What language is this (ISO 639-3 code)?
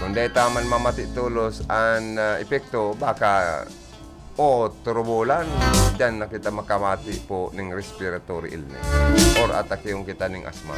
bik